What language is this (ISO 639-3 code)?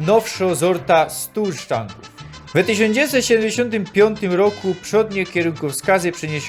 szl